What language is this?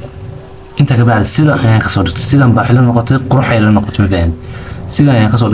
Somali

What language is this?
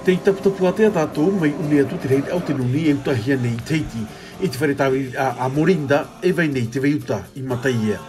Tahitian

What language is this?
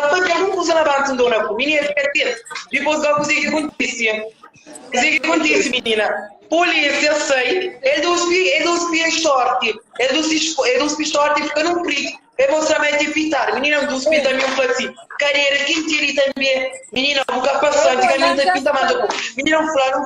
Kabuverdianu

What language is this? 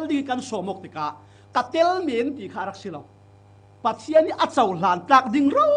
Falam Chin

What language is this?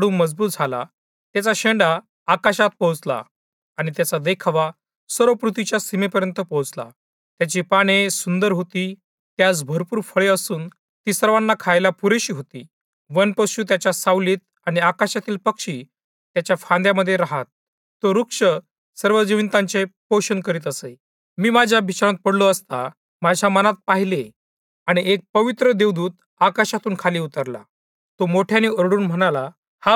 Marathi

